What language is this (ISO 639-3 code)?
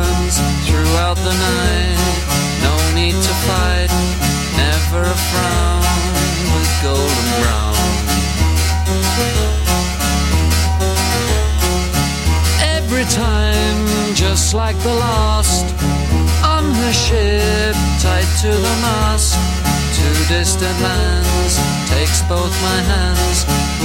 eng